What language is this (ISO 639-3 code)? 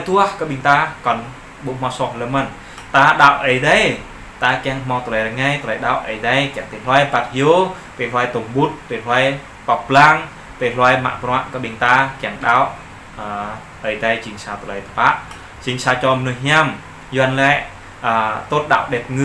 jra